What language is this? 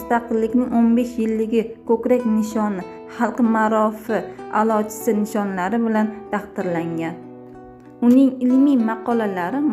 Uzbek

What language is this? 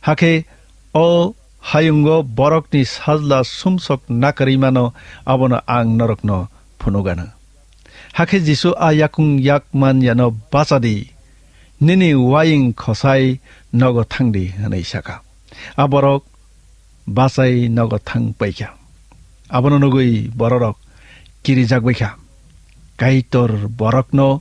Kok Borok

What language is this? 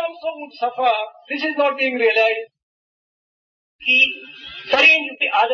Telugu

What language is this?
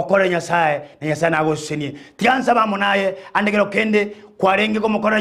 Gusii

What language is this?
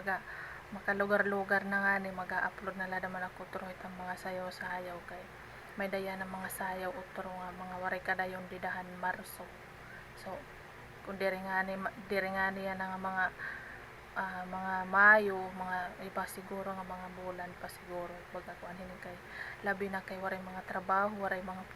Waray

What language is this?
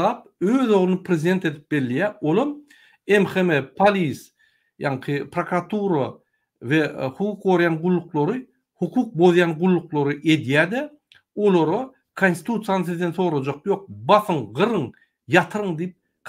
Turkmen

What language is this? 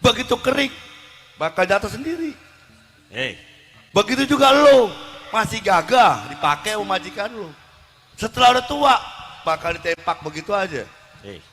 Betawi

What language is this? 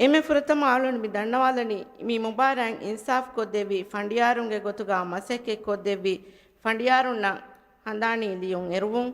Divehi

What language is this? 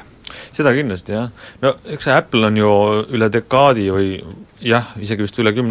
Estonian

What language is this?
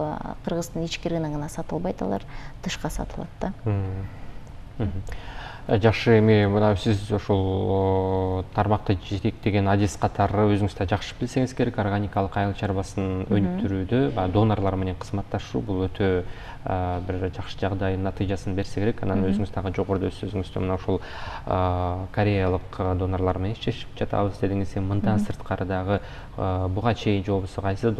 Kyrgyz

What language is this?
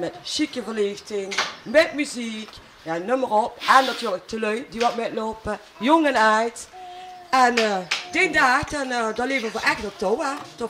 Limburgish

